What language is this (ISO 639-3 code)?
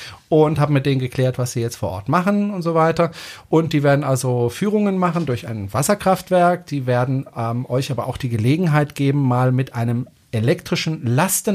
deu